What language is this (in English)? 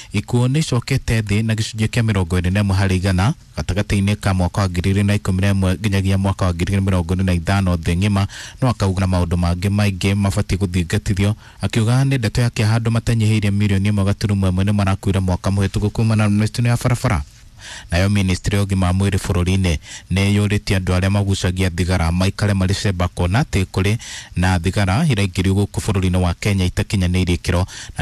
Kikuyu